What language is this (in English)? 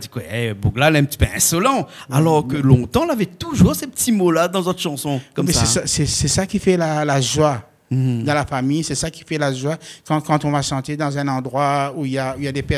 Réunion Creole French